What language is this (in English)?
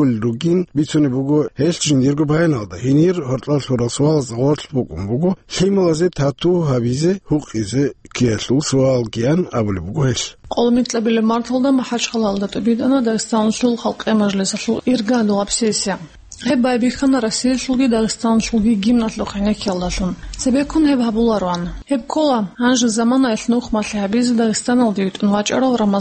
Avaric